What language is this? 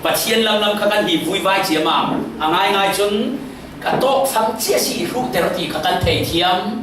Falam Chin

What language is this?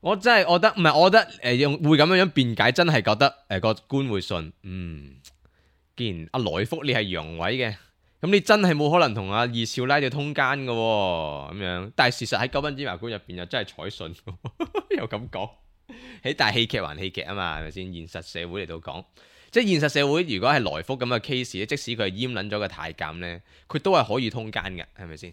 Cantonese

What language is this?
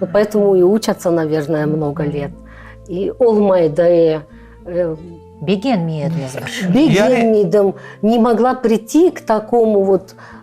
Crimean Tatar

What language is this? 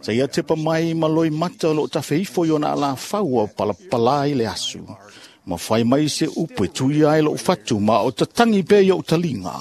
Samoan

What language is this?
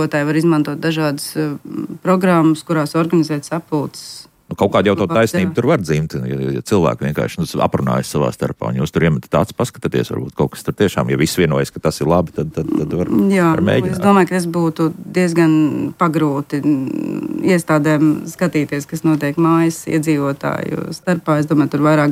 Latvian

